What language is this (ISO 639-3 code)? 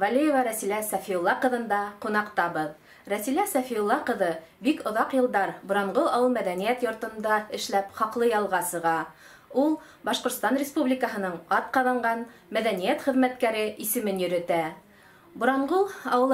bak